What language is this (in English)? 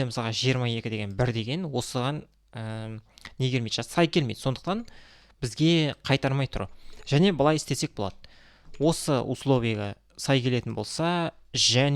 Kazakh